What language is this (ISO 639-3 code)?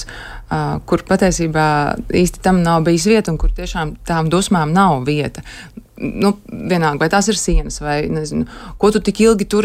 lav